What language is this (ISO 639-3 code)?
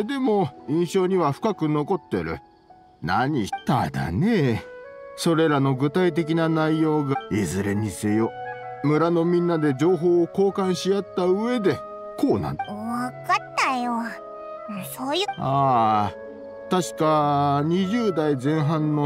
jpn